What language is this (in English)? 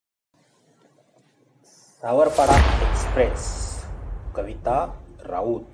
Marathi